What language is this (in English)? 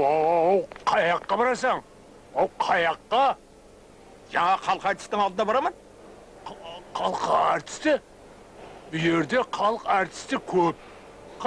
Kara-Kalpak